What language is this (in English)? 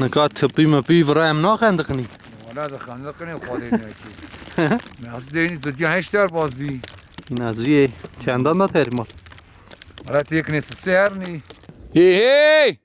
Kurdish